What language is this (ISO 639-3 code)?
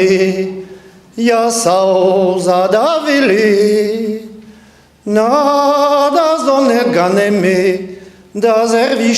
bre